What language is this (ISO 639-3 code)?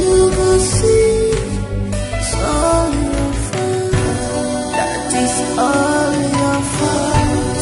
pcm